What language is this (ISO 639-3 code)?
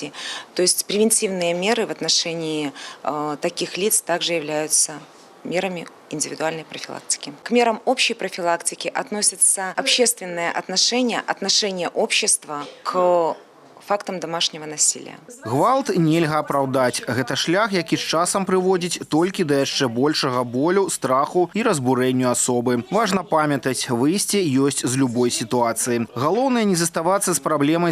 bel